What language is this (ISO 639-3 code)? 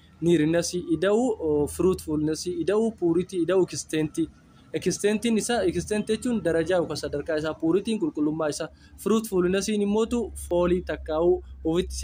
orm